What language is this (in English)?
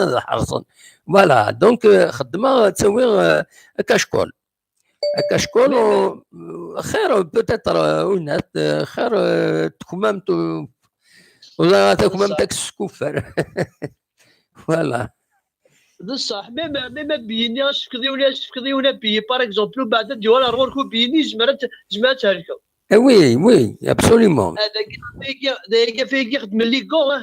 Kabyle